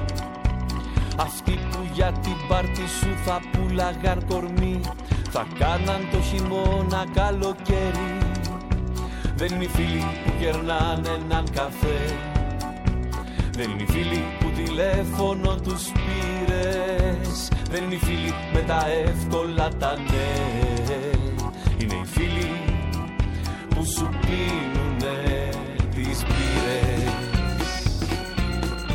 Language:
Greek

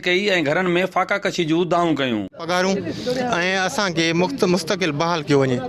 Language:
Sindhi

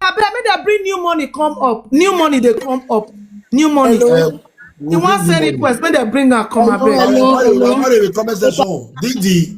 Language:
Nigerian Pidgin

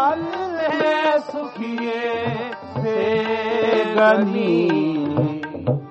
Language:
Punjabi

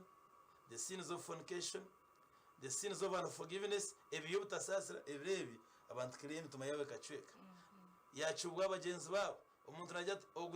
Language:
Nyankole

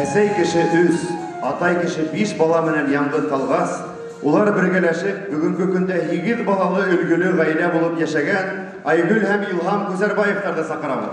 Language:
Bashkir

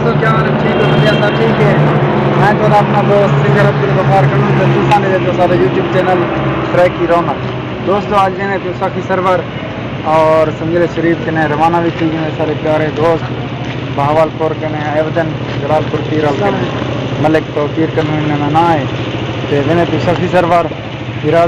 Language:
Saraiki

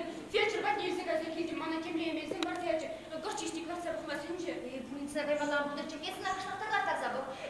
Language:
Chuvash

